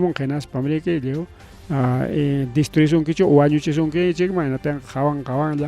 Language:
Ayacucho Quechua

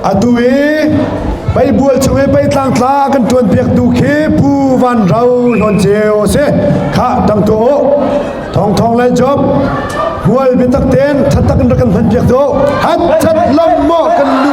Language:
Hakha Chin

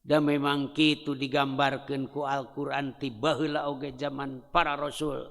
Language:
Sundanese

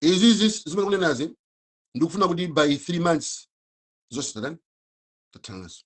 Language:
Nyanja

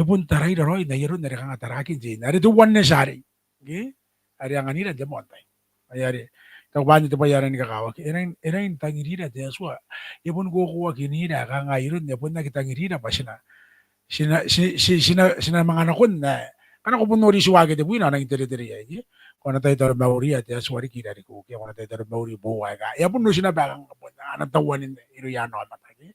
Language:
Gilbertese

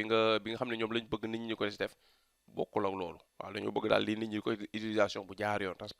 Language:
Wolof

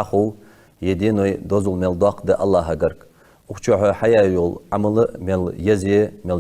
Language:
Ingush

